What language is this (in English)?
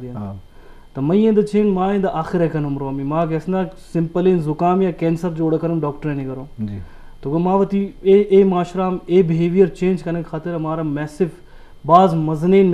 Eastern Balochi